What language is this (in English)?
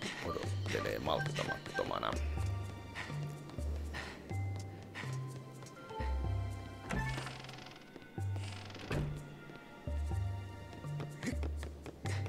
Finnish